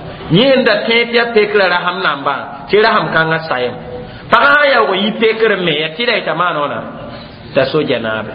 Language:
Mossi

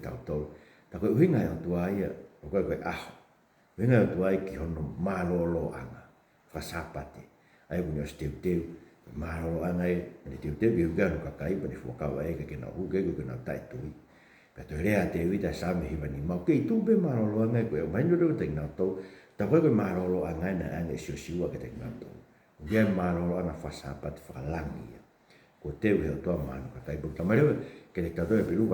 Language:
Tongan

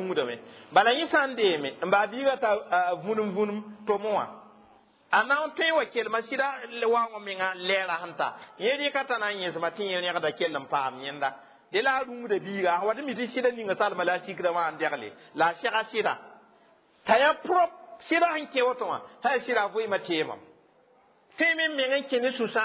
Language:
Mossi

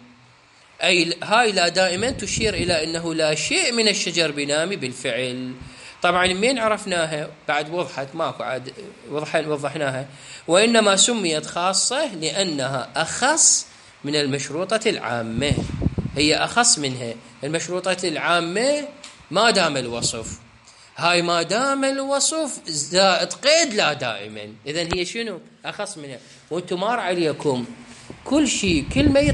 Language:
Mesopotamian Arabic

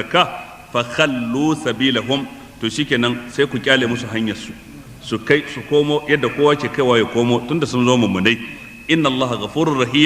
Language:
Hausa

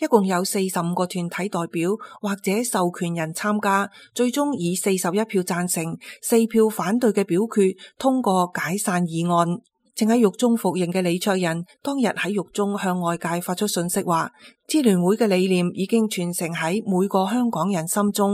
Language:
Cantonese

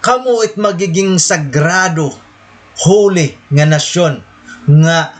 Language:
Waray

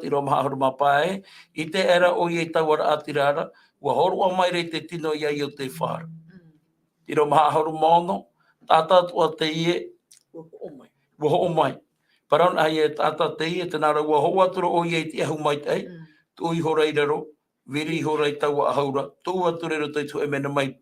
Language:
Tahitian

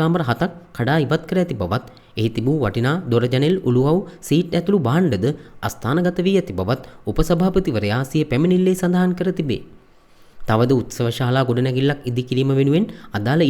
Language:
Sinhala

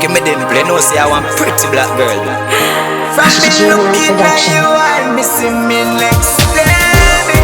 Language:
Jamaican Creole English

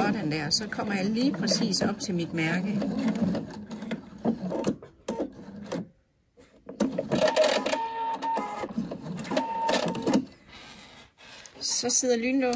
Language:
Danish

